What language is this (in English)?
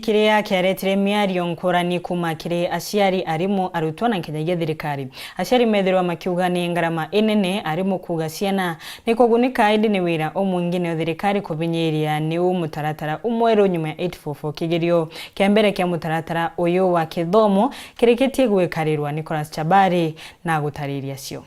Meru